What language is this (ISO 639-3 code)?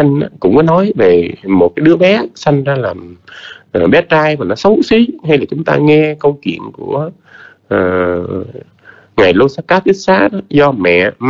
vie